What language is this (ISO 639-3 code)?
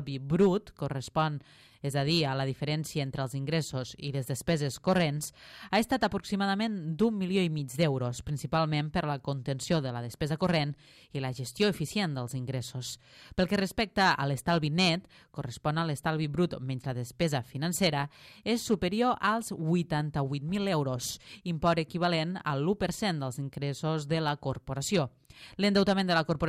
cat